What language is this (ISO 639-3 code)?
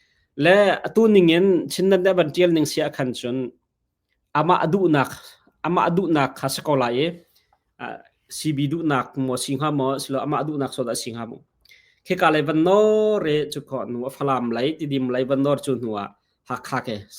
cnh